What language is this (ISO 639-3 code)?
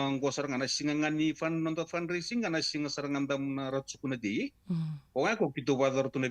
fij